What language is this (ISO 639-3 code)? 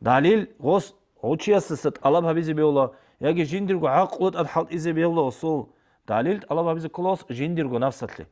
ava